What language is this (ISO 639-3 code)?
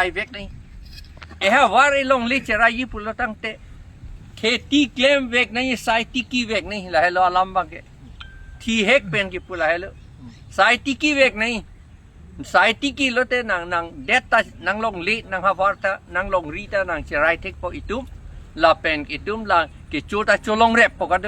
mjw